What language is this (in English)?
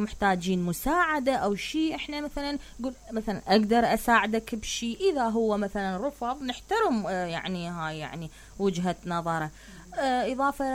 Mesopotamian Arabic